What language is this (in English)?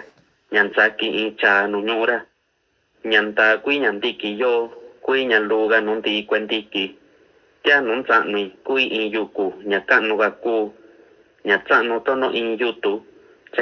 Mixtepec Mixtec